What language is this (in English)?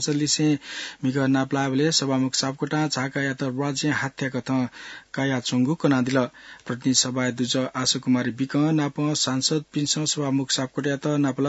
Newari